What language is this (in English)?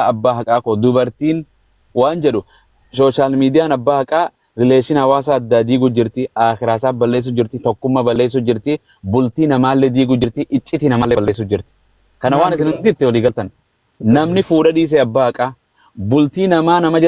Oromo